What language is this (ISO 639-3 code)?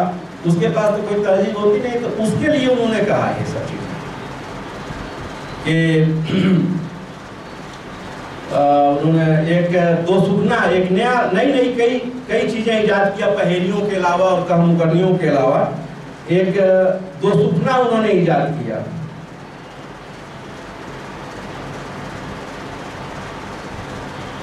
hin